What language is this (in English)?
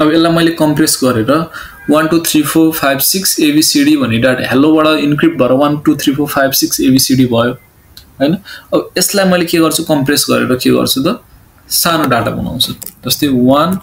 Nepali